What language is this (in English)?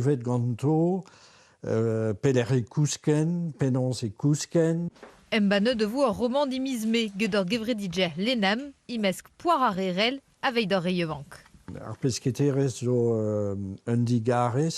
Breton